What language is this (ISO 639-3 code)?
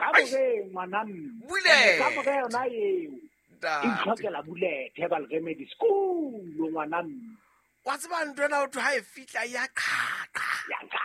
sot